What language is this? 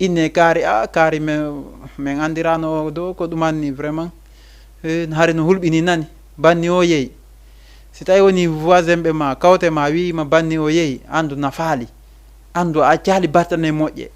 Fula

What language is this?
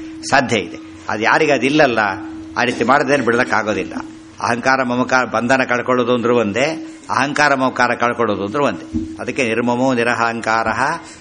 Kannada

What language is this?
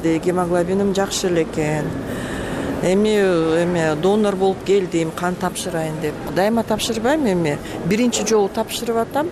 Kyrgyz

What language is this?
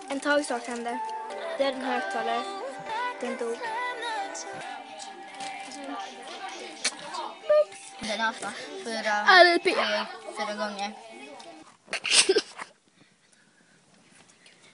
Swedish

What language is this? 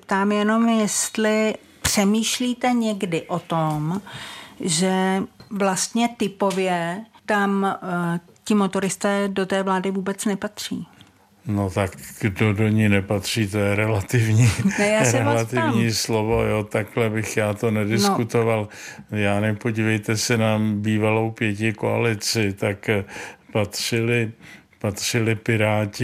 Czech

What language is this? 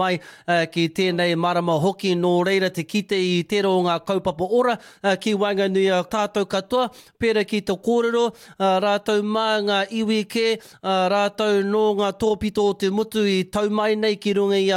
Māori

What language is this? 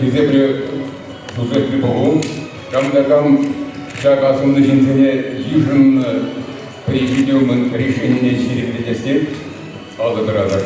Chuvash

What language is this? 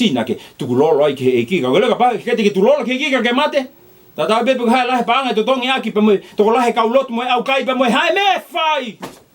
Tongan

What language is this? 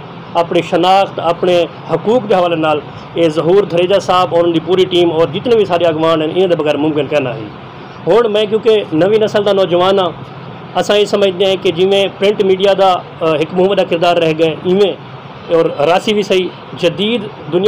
Saraiki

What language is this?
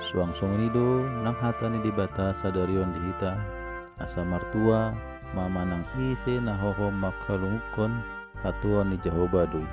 Batak Toba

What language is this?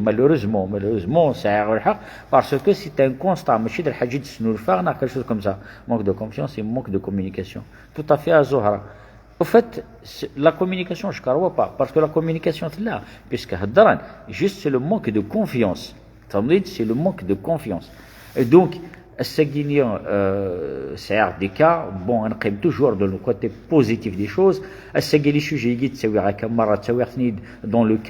Kabyle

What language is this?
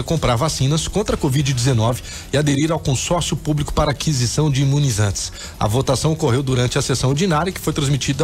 Portuguese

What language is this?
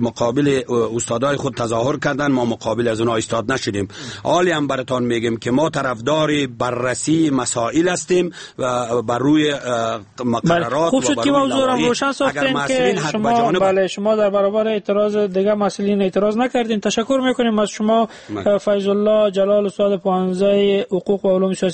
Persian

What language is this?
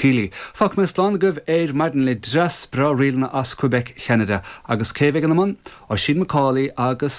Irish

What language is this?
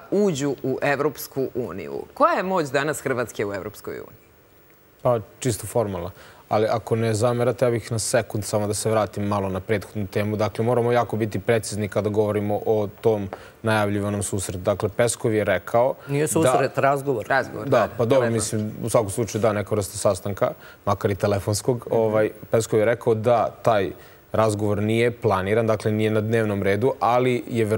Serbian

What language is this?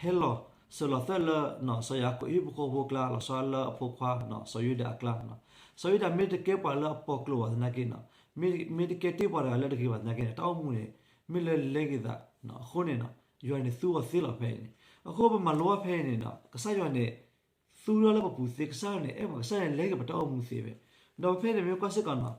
S'gaw Karen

